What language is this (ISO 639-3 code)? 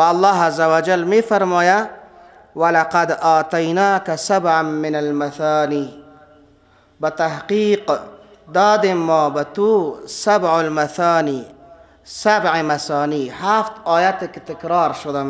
fas